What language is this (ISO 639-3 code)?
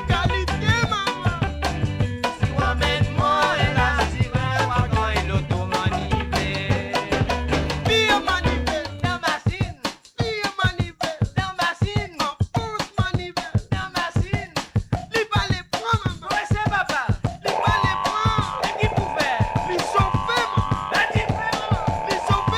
mfe